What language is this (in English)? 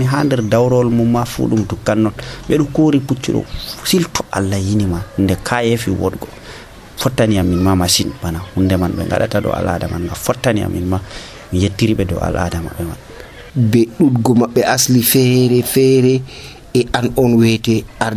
Nigerian Fulfulde